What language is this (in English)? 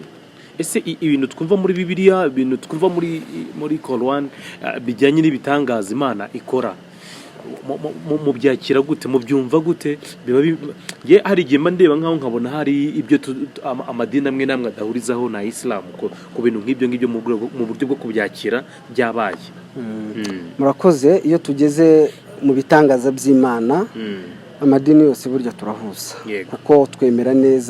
Kinyarwanda